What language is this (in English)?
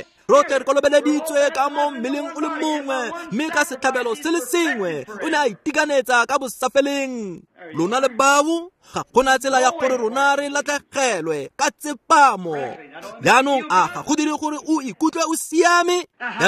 Tswana